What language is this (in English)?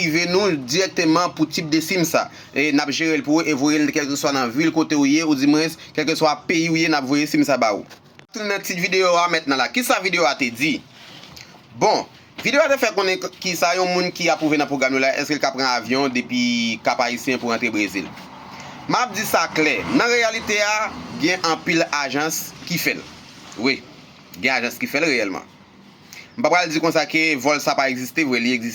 Haitian Creole